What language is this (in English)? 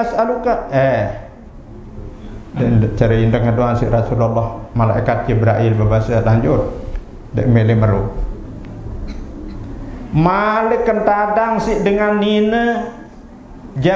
Sasak